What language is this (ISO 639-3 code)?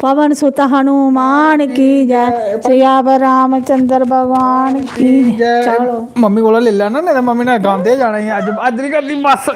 doi